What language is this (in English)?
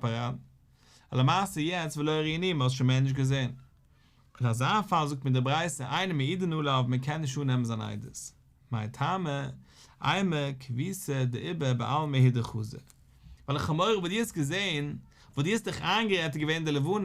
Yiddish